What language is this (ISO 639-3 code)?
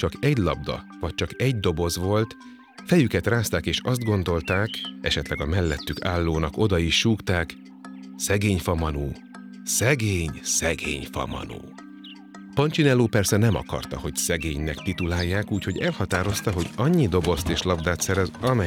hun